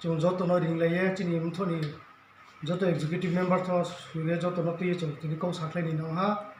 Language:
Riang (India)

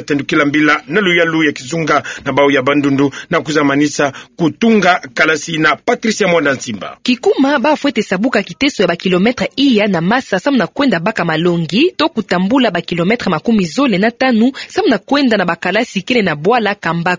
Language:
Kituba (Democratic Republic of Congo)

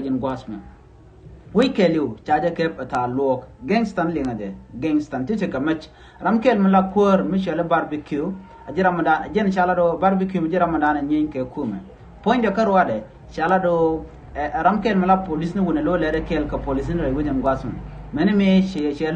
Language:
Nuer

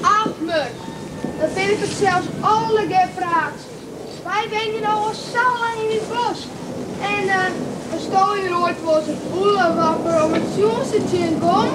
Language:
Western Frisian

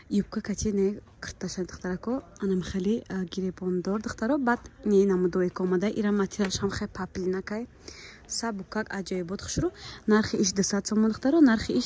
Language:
Tajik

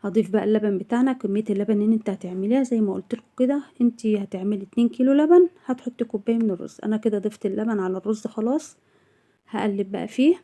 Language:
Egyptian Arabic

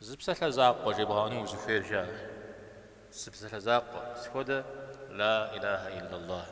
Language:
Kabardian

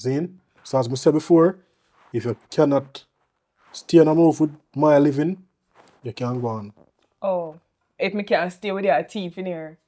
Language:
Jamaican Creole English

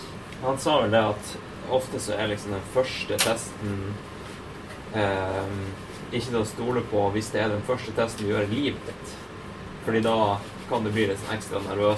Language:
Norwegian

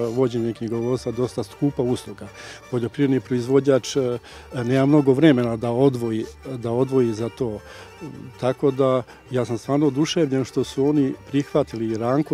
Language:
Serbian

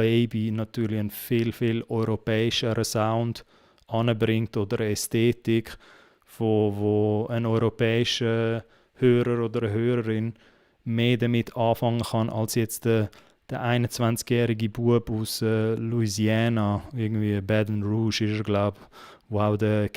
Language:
Swiss German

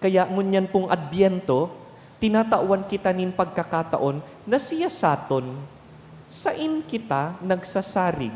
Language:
Bikol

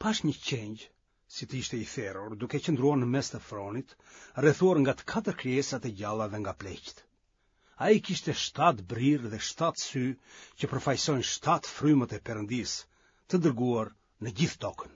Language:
Albanian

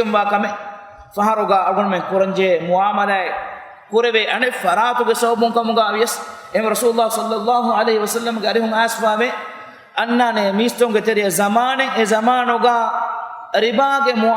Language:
Divehi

